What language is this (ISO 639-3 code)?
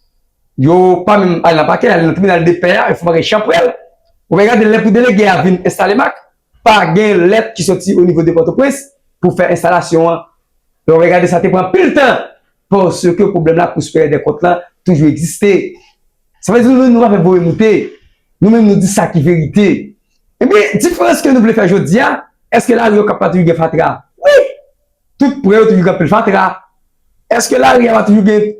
hat